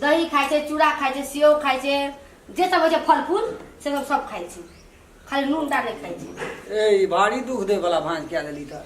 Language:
Maithili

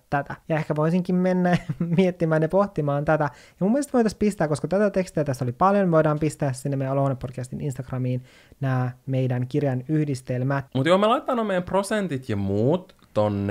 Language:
Finnish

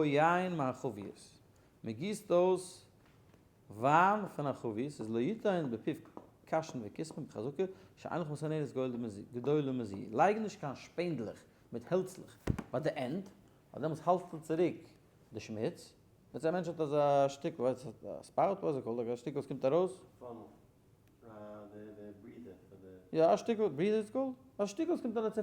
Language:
Yiddish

